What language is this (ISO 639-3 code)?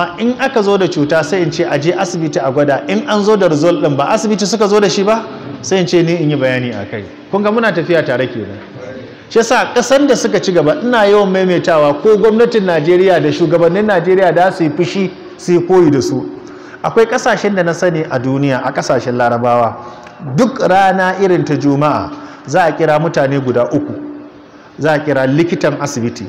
hau